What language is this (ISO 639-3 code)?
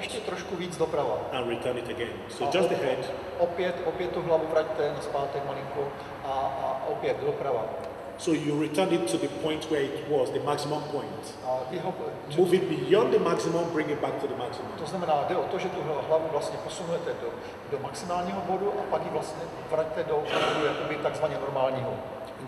ces